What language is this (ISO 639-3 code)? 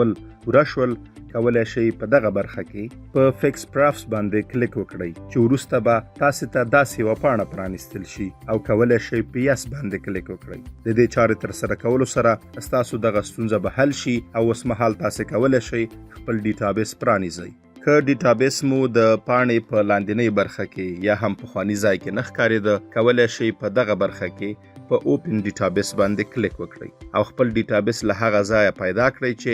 pus